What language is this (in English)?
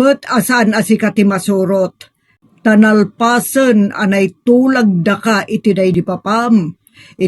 Iloko